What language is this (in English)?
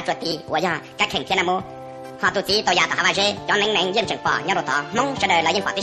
Hmong